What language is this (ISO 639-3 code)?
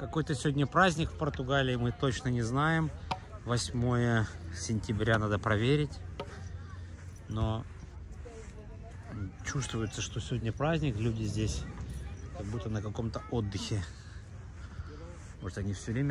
rus